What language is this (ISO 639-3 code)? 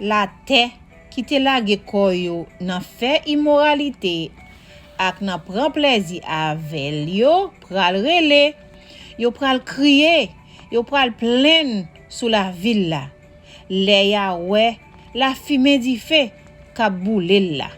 hat